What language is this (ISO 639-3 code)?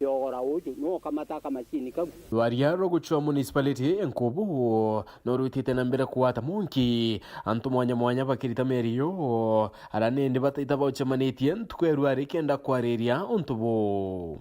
mer